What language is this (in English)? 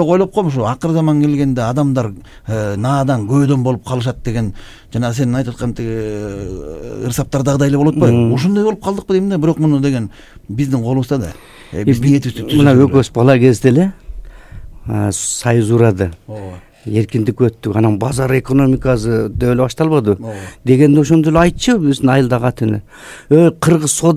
Kyrgyz